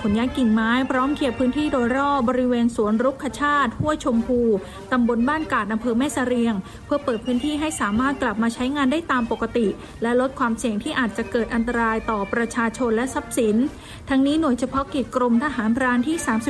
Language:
Thai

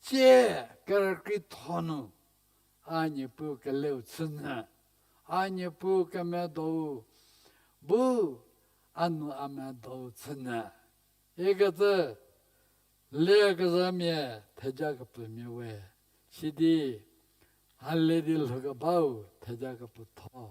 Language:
Angami Naga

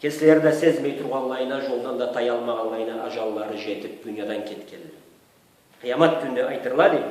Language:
Karachay-Balkar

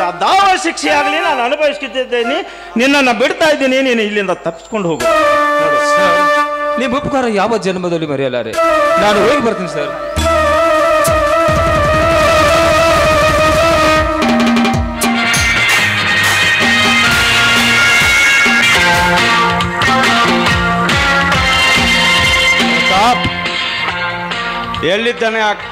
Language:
Kannada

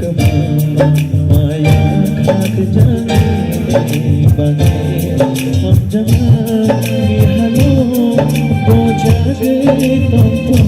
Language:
Kok Borok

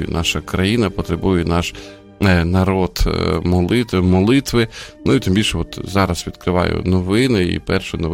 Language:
Ukrainian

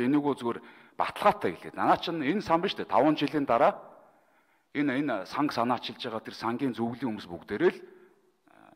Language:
Mongolian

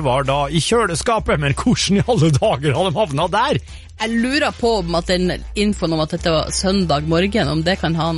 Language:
Norwegian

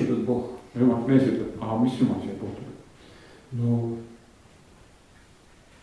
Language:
Estonian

